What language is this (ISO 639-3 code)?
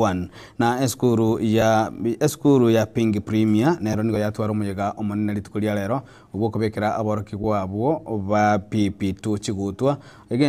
guz